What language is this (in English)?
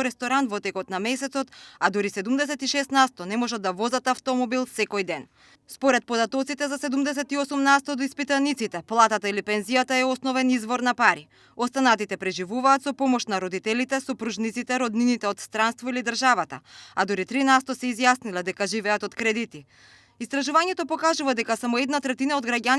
Macedonian